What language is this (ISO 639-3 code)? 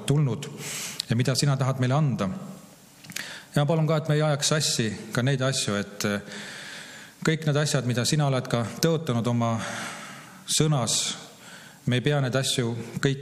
est